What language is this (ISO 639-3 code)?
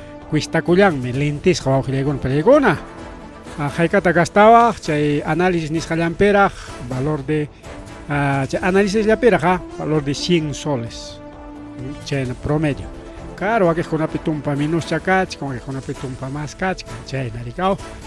quy